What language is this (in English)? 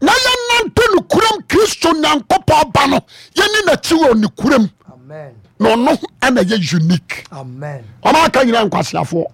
Akan